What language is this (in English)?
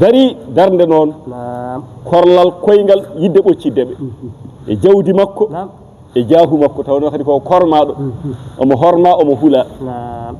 Fula